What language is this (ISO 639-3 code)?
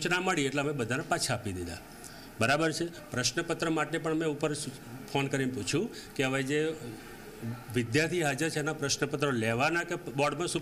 guj